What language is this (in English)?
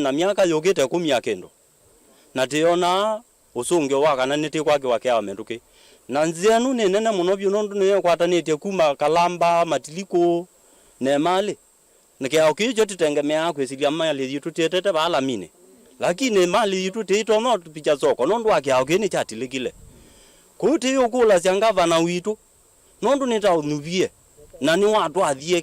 Kamba